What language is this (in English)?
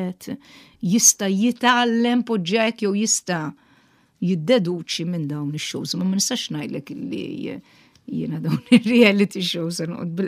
Maltese